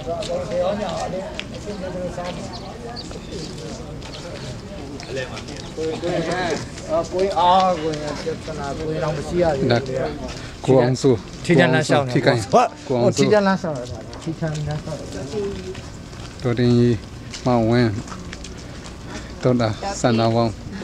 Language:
Burmese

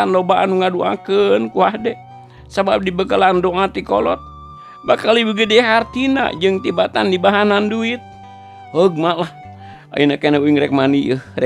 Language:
Sundanese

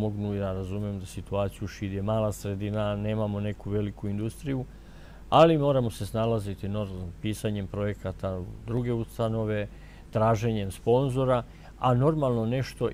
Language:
Serbian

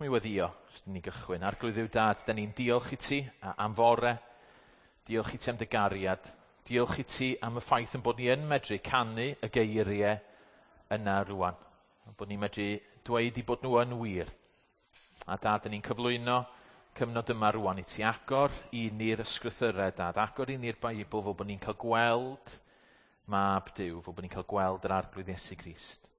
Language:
Welsh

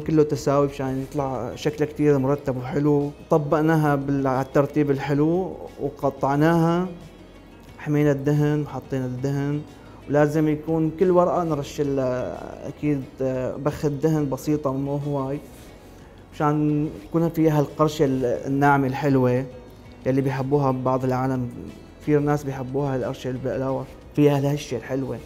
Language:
Mesopotamian Arabic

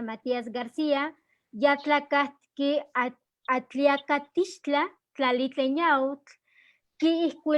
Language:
Eastern Huasteca Nahuatl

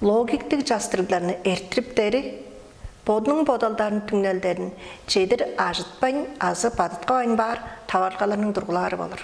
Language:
Tuvinian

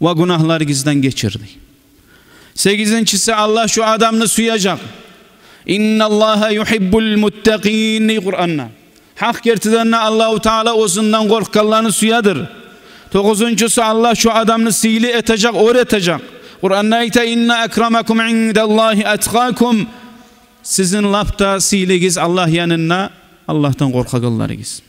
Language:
Kumyk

